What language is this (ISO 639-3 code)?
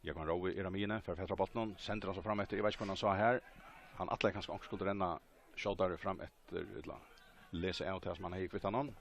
fao